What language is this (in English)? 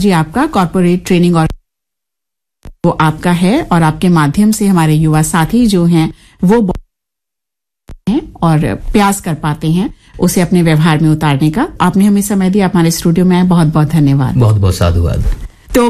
Hindi